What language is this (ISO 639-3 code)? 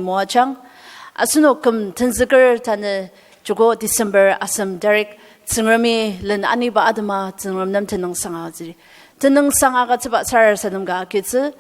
njo